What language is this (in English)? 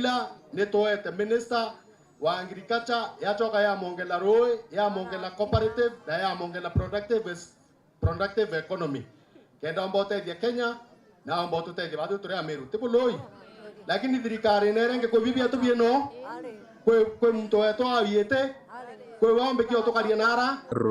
Meru